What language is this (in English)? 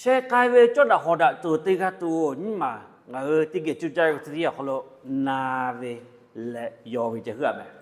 Lahu